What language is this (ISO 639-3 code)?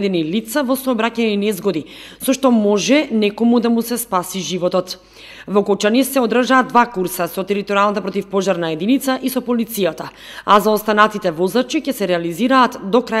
mkd